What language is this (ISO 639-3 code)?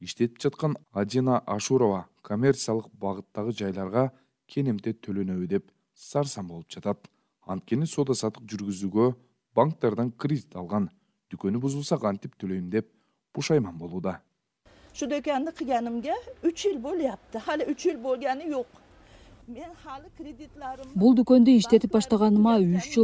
kir